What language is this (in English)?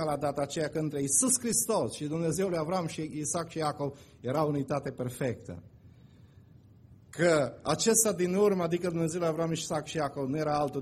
Romanian